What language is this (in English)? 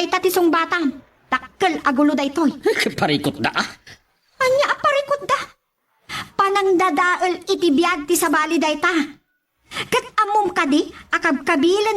Iloko